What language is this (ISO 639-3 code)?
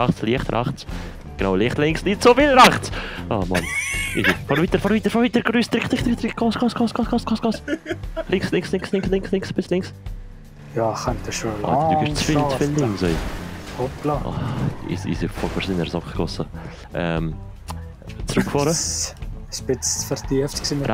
gsw